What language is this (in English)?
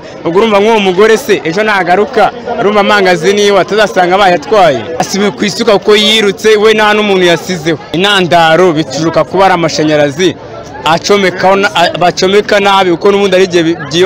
Kinyarwanda